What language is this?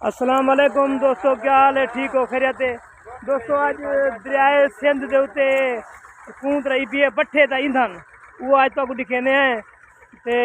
Saraiki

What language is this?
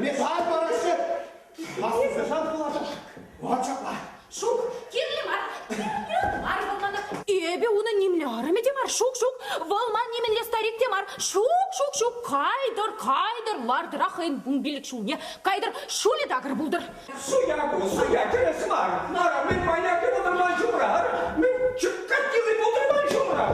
Chuvash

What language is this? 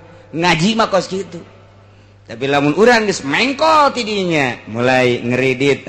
Sundanese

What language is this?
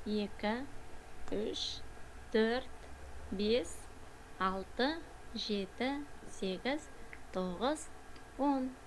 Kazakh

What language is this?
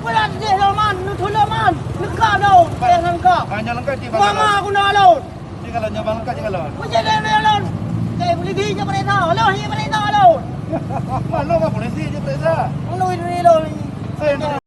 Achinese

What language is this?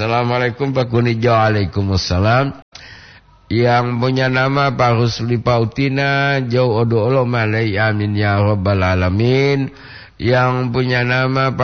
Gorontalo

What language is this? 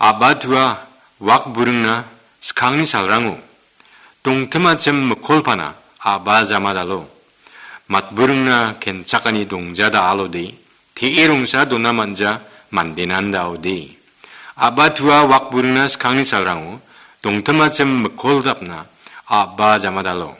Garo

